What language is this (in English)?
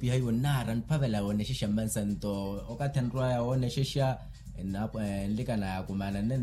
Makhuwa